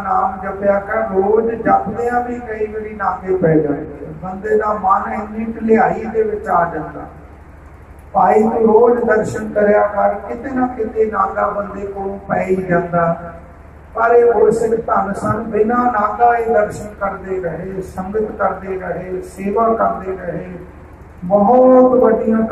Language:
Punjabi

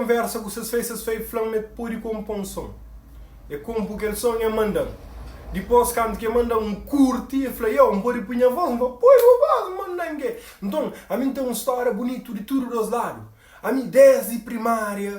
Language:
Kabuverdianu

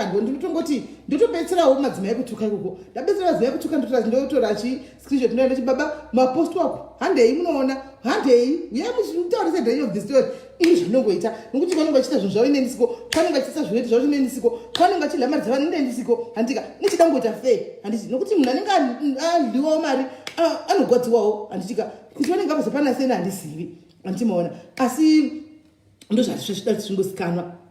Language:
Shona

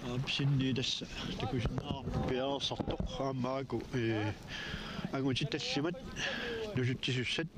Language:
Kalaallisut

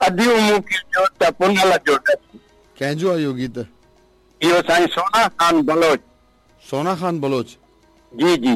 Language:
Sindhi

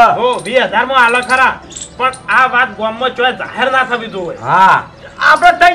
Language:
Gujarati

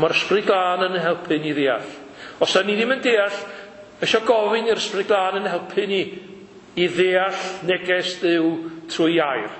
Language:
Welsh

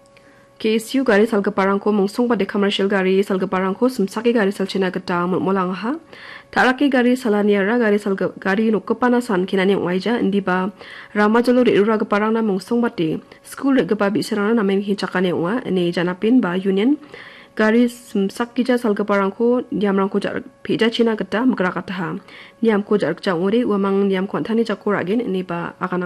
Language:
Garo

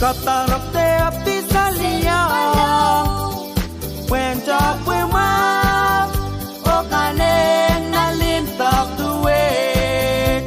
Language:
Pohnpeian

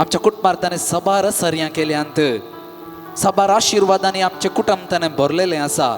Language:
Konkani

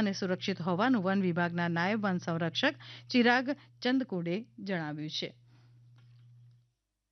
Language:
Gujarati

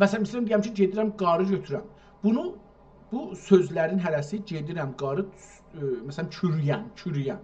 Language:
South Azerbaijani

